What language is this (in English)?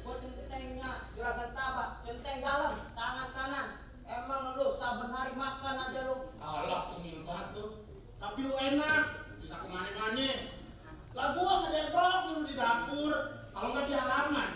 Betawi